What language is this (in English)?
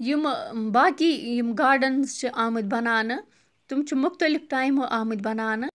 Kashmiri